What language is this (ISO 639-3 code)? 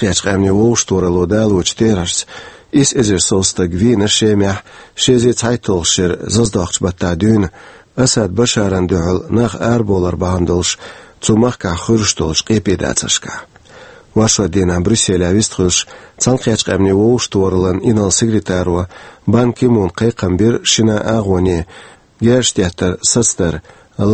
che